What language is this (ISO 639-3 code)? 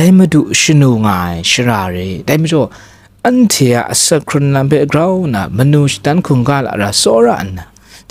kac